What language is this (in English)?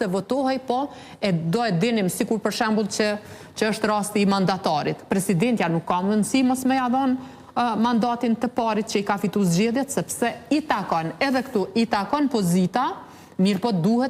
Albanian